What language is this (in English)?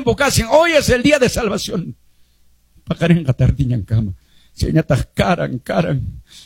Quechua